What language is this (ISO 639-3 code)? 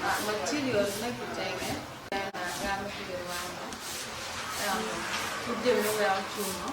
ach